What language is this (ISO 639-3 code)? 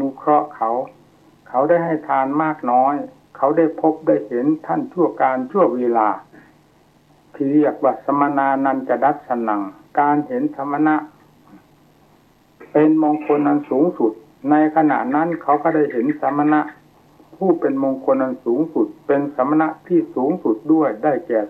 tha